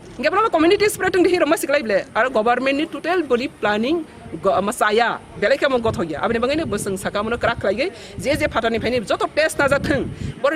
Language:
Kok Borok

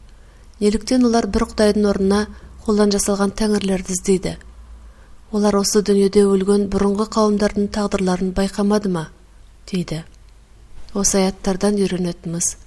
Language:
Kazakh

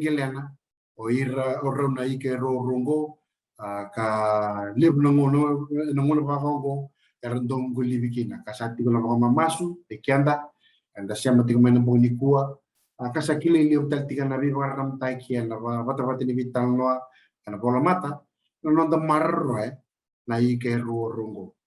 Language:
Fijian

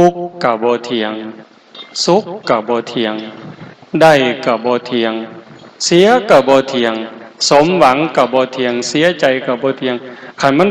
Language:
Northeastern Thai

